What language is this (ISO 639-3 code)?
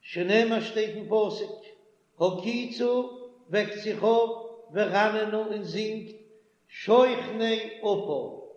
yid